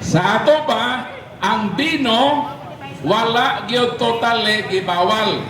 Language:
Cebuano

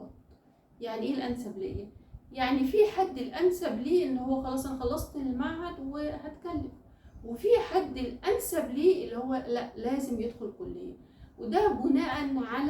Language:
Egyptian Arabic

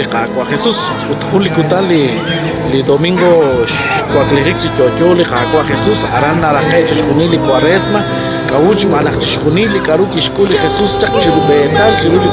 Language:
Kekchí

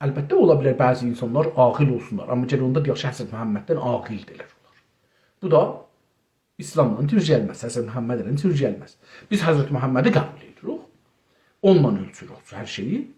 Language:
South Azerbaijani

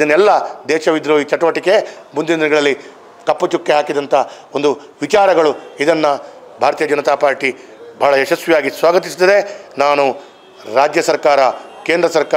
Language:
Kannada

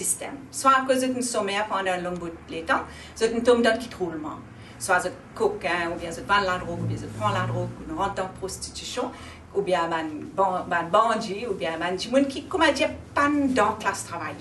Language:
Morisyen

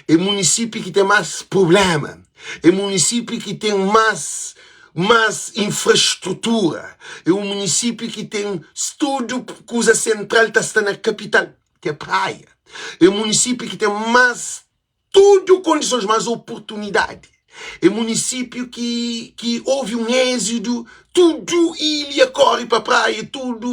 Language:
Kabuverdianu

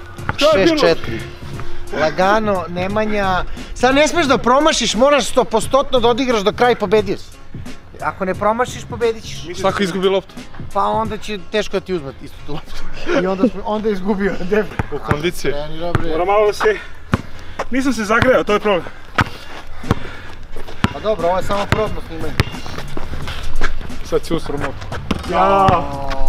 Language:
Serbian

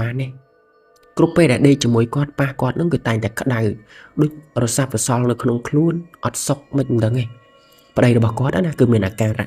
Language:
Khmer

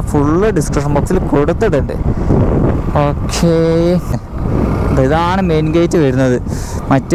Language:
Malayalam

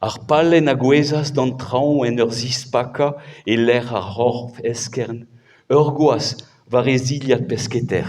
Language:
Breton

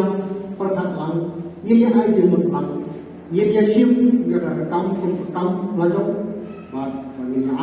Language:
Khasi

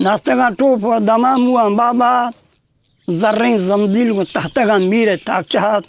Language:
Eastern Balochi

